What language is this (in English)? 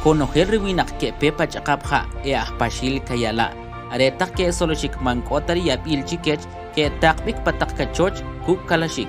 Kʼicheʼ